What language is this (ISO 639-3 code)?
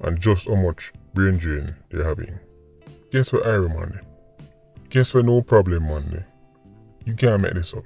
jam